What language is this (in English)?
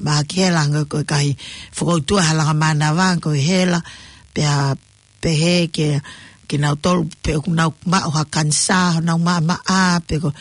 Tongan